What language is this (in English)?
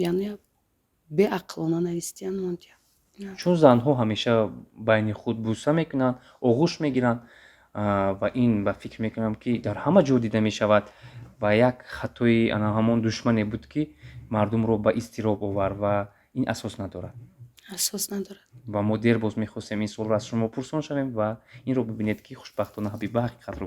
Tajik